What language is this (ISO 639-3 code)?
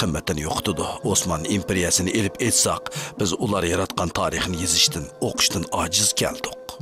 uig